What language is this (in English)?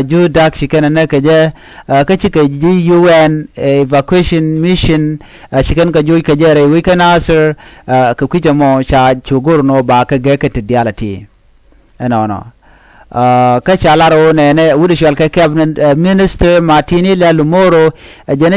Nuer